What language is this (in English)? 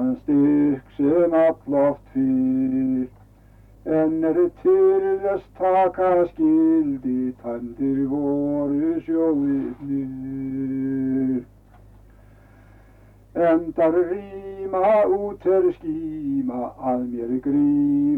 Icelandic